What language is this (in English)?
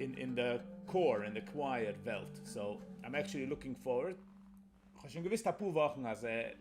Yiddish